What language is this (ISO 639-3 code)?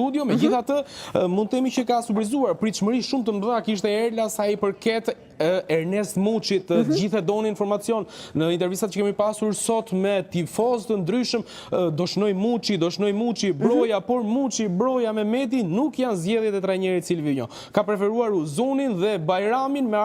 sqi